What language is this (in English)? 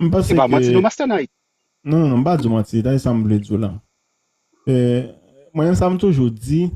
Haitian Creole